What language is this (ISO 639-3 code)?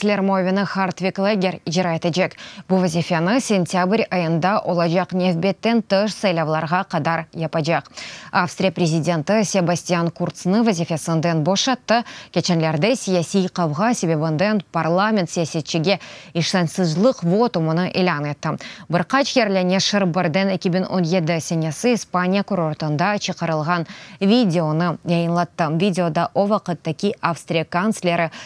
crh